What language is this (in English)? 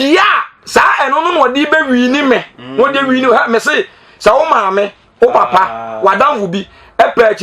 Akan